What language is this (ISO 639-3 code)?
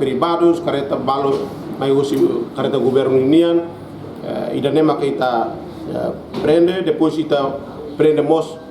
tet